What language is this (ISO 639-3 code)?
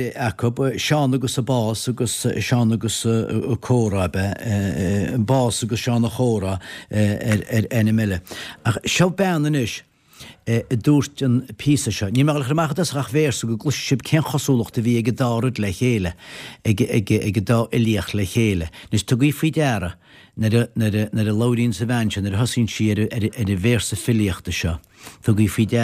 gle